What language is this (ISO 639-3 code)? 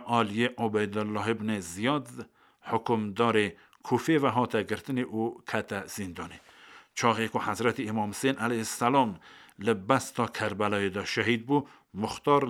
kur